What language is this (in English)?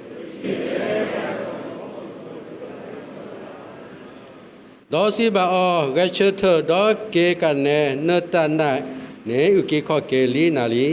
S'gaw Karen